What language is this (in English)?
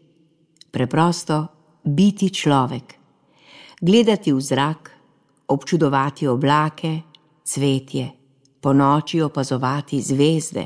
Slovenian